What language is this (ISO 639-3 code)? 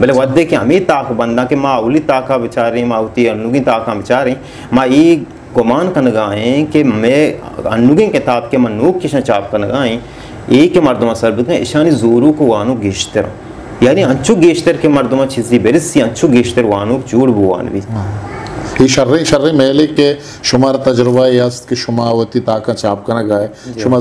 bal